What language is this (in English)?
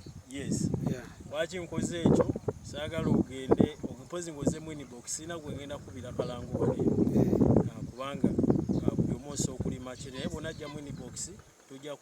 Ganda